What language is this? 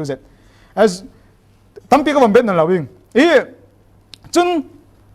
Falam Chin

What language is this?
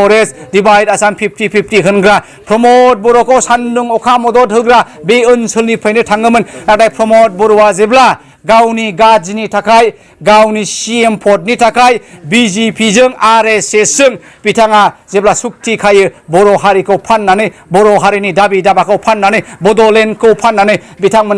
Bodo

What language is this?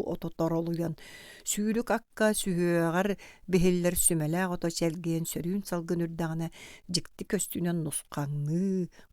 Yakut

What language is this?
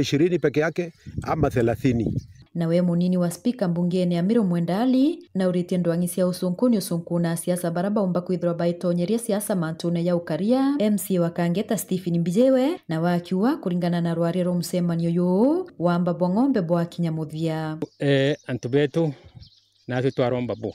Meru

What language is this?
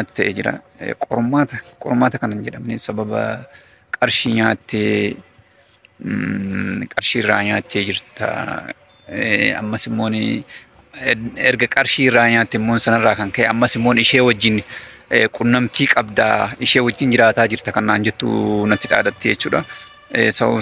Oromo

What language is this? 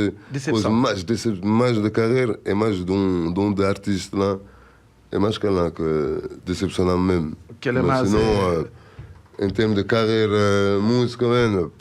Kabuverdianu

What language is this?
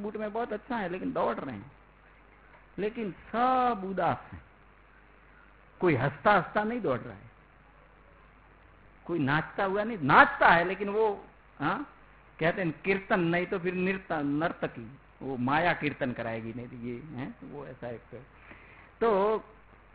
Hindi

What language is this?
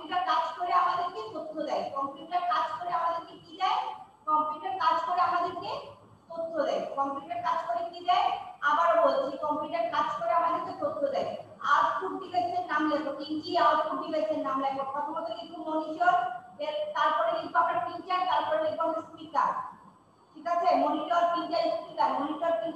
Bangla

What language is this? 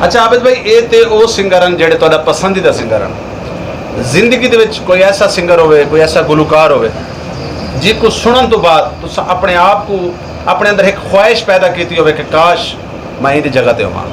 Saraiki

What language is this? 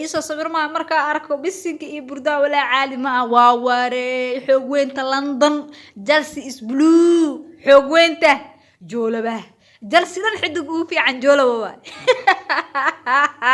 Somali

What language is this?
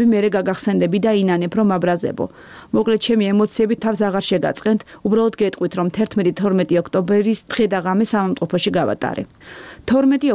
Georgian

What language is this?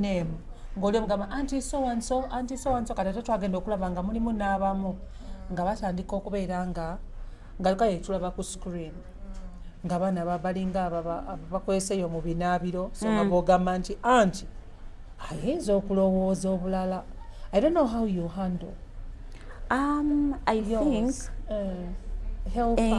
Ganda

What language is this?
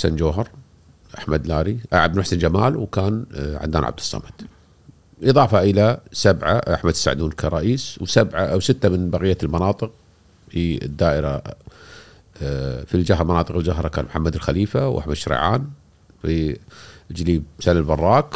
Gulf Arabic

